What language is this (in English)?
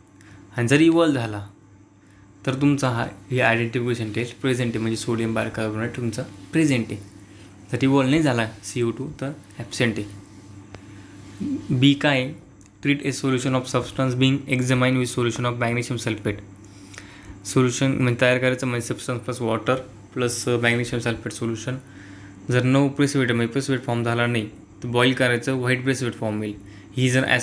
Marathi